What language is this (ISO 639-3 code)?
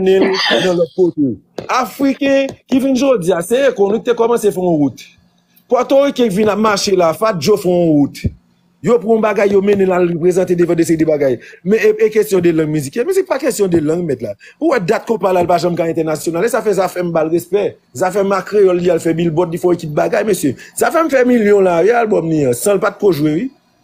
hat